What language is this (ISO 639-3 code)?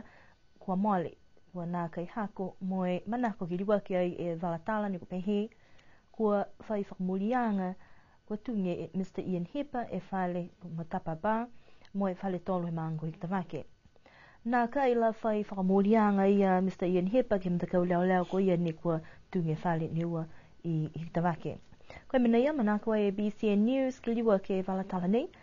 niu